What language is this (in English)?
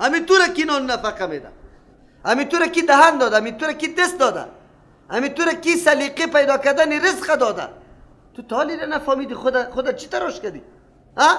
Persian